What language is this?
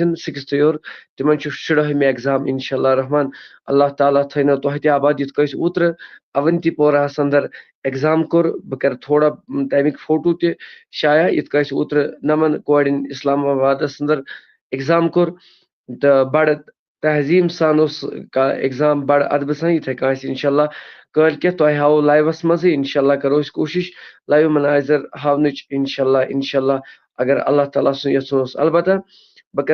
Kashmiri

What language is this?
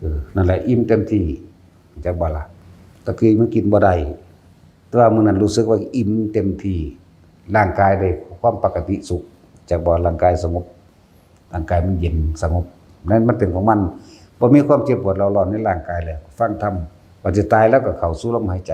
Northeastern Thai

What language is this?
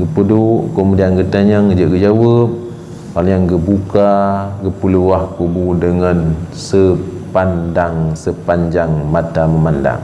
Achinese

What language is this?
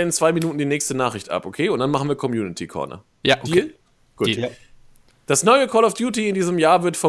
German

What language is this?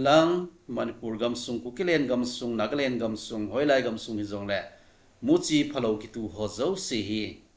Thado Chin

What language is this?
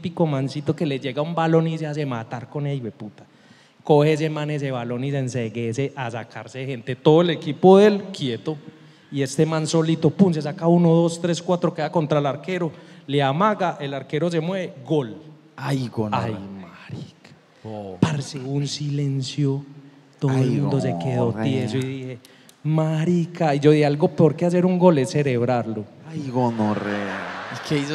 Spanish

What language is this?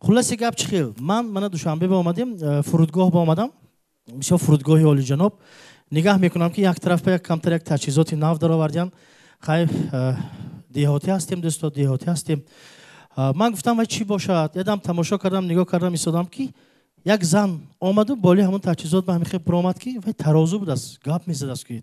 Tajik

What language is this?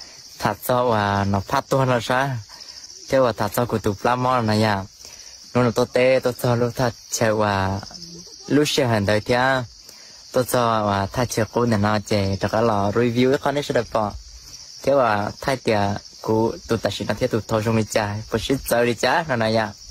Hmong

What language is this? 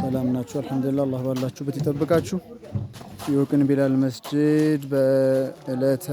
Amharic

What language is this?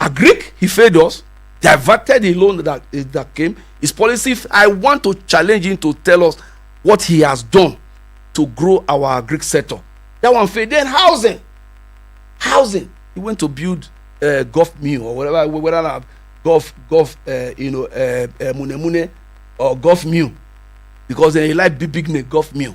Nigerian Pidgin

